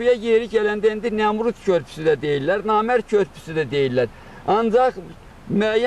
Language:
Azerbaijani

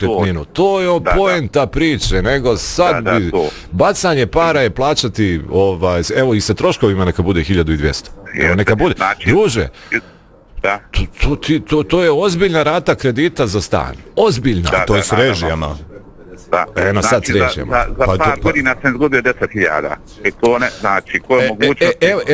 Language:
Bosnian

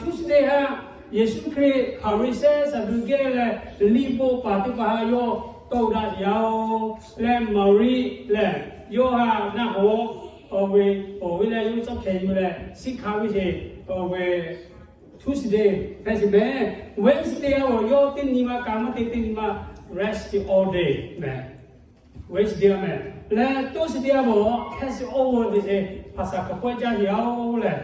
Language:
Lahu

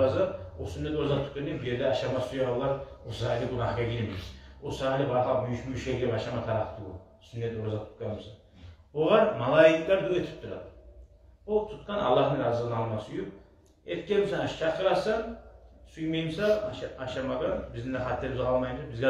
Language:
Kumyk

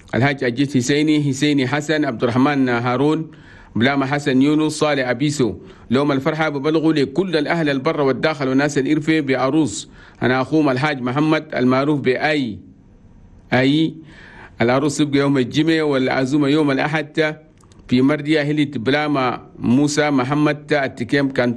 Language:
Chadian Arabic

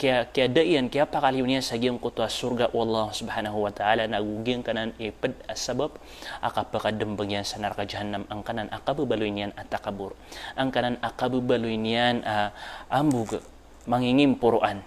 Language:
Maranao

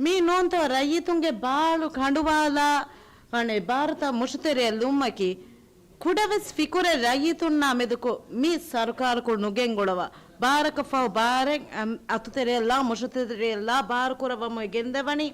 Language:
Divehi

